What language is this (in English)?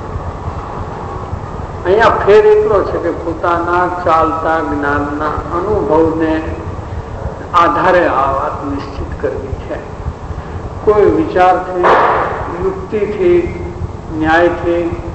Gujarati